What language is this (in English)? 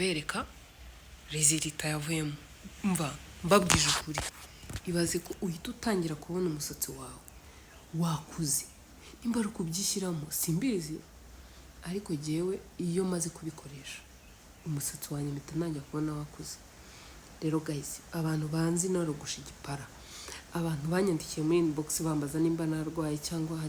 Kinyarwanda